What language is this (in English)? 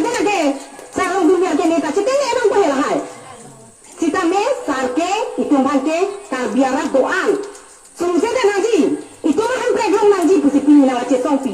Karbi